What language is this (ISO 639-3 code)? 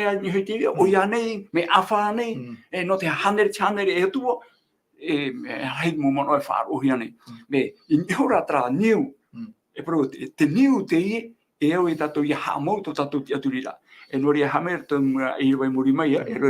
tah